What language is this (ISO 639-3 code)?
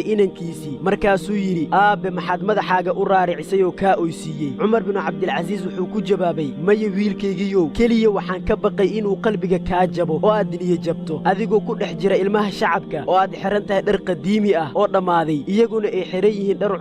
som